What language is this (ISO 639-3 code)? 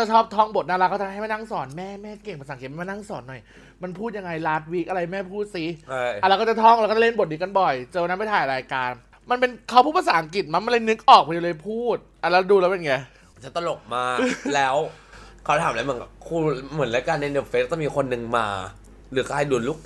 tha